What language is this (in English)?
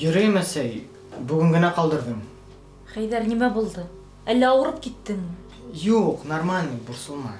Bashkir